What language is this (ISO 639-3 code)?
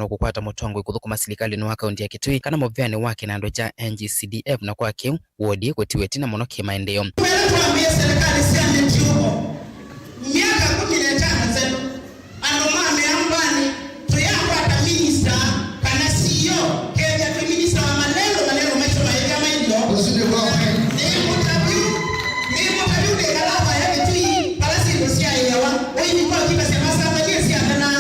kam